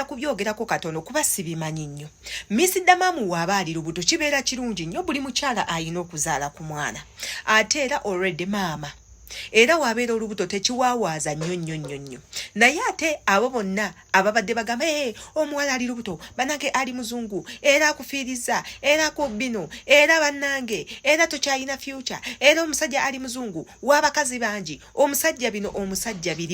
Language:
Ganda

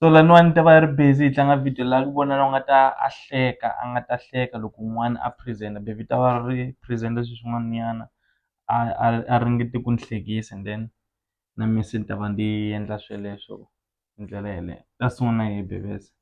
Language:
Tsonga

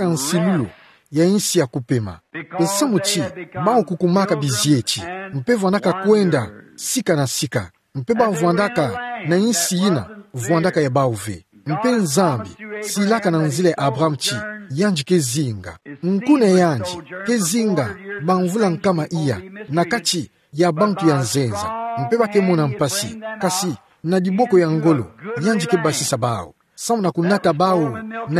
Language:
Kituba (Democratic Republic of Congo)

